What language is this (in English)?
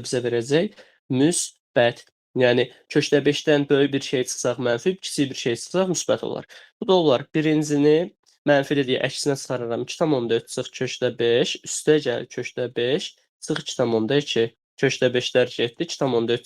Azerbaijani